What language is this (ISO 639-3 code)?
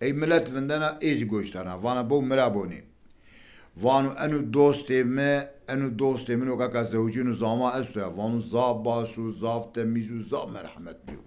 zza